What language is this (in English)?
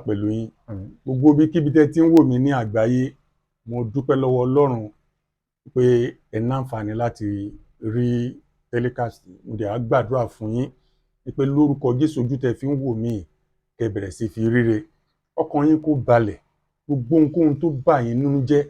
Yoruba